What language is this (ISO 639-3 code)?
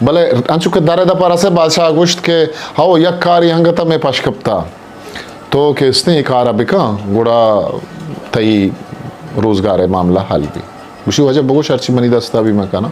bgp